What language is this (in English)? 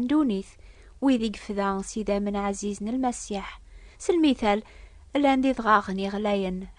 Kabyle